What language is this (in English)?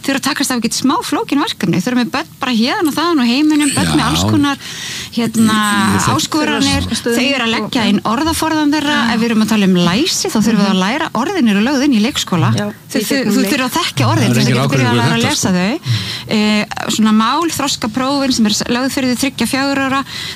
Icelandic